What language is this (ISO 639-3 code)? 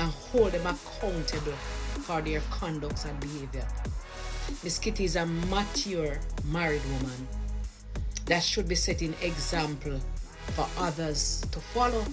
jam